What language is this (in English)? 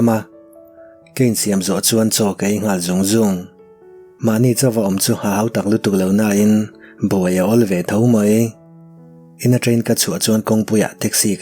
Mizo